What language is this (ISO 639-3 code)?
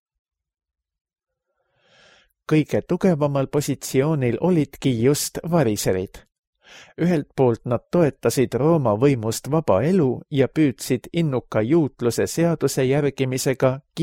est